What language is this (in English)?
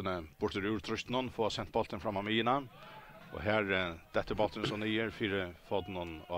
Faroese